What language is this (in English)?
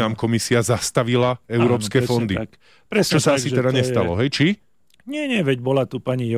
Slovak